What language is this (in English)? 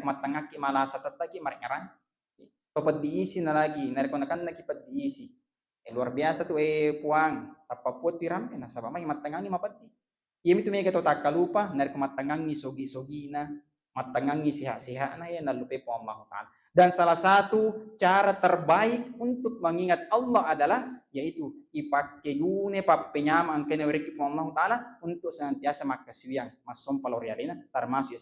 Buginese